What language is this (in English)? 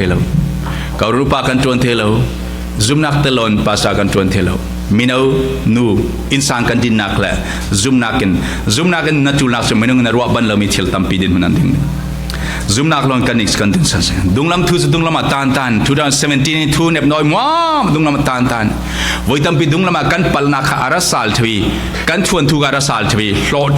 Falam Chin